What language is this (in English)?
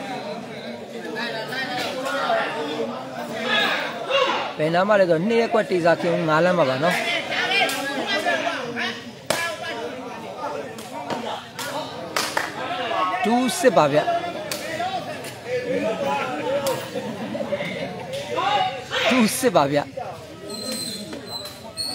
Burmese